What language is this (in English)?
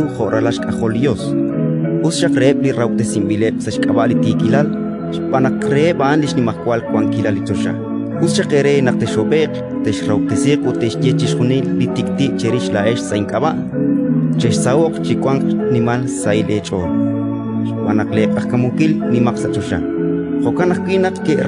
Kekchí